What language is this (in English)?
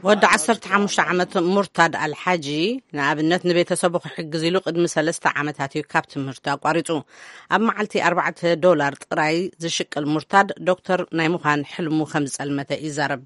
Tigrinya